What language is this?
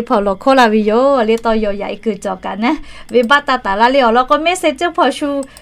Lahu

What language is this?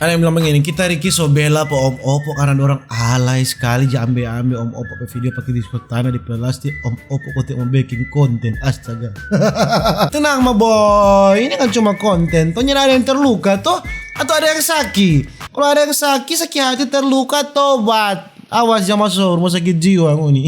Manado Malay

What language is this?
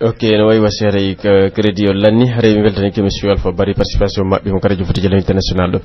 Pular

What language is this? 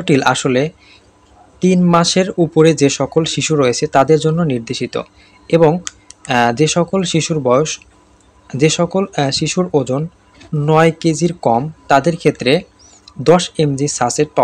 Bangla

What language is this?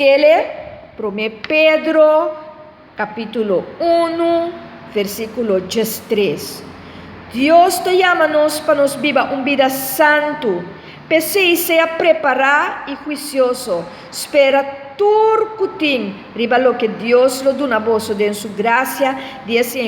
Papiamento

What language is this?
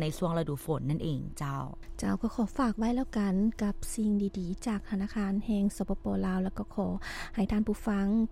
Lao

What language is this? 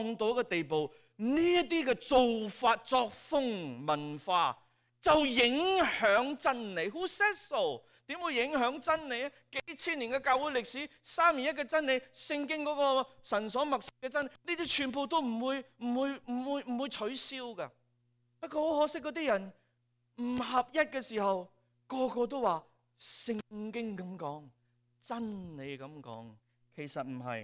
Cantonese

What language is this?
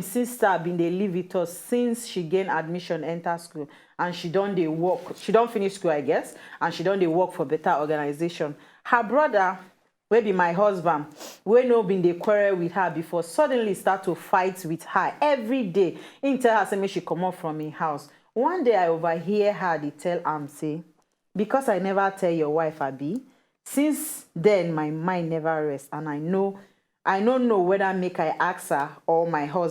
Nigerian Pidgin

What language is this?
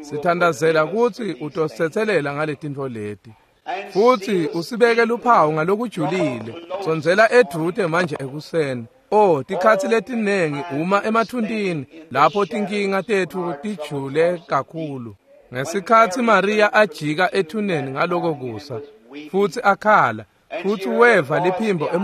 Swati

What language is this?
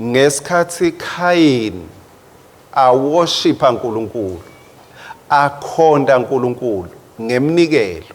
Swati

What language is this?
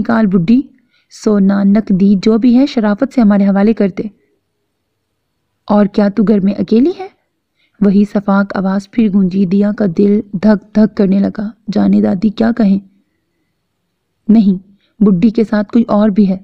Urdu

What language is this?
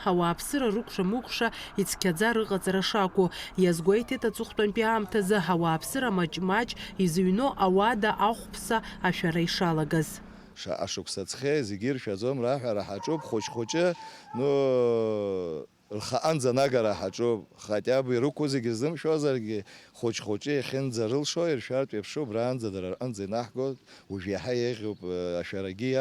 Abkhazian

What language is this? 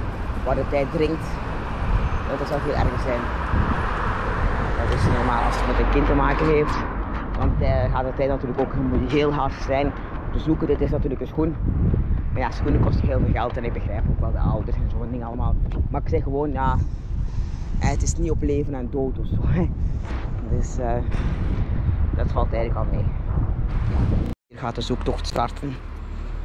Dutch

